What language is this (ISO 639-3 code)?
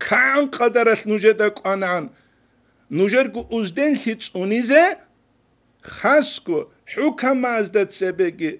ava